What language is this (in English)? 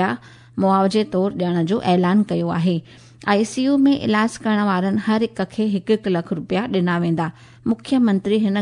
Sindhi